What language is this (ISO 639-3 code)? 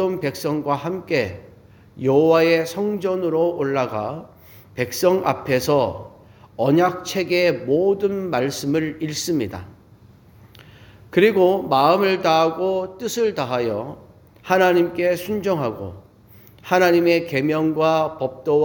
kor